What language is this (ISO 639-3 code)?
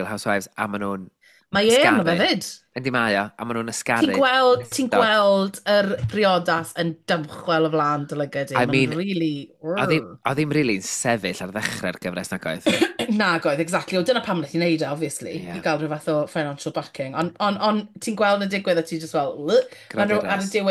cym